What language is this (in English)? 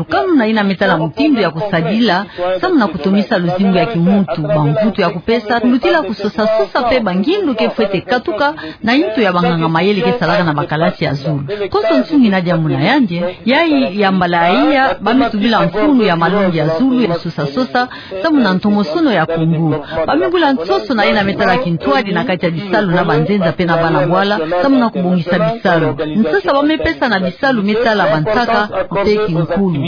Kituba (Democratic Republic of Congo)